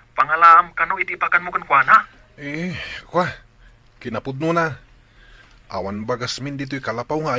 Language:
Iloko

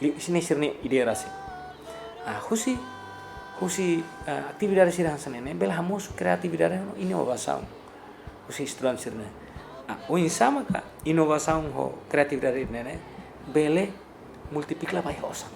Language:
Tetum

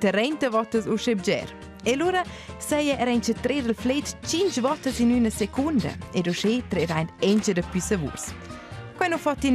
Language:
Romansh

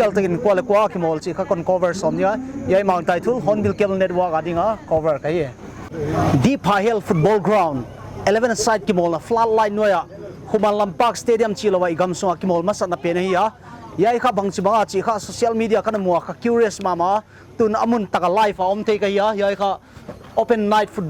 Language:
Paite Chin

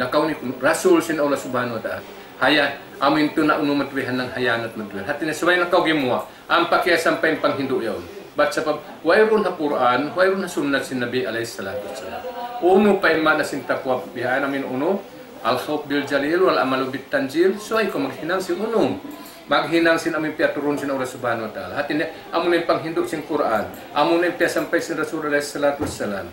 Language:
Tausug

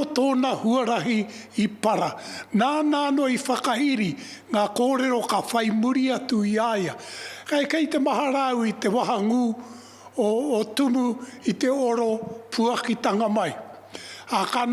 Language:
Māori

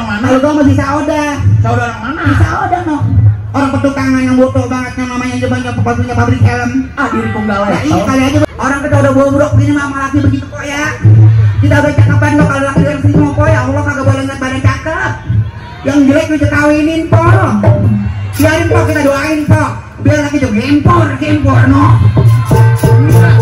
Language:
Betawi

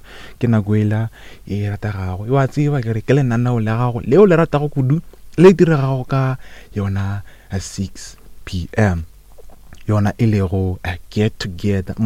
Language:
Northern Sotho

